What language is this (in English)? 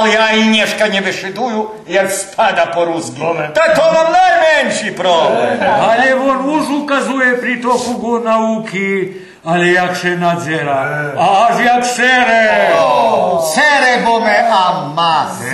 Rusyn